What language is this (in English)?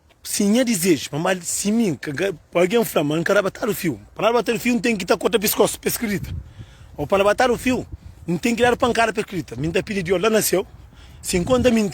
Kabuverdianu